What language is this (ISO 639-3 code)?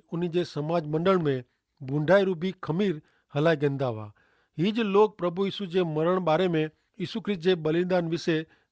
kfr